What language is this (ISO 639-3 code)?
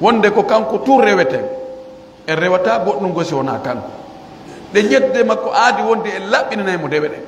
fuf